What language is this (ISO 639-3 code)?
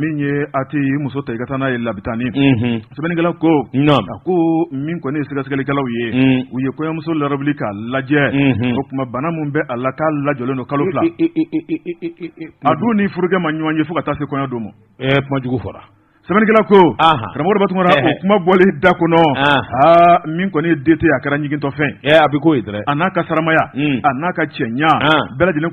bam